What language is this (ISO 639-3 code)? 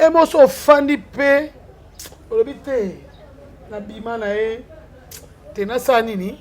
lin